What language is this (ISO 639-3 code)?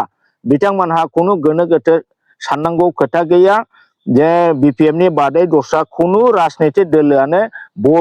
brx